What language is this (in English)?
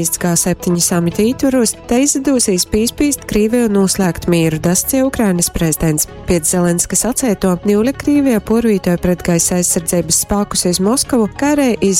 Latgalian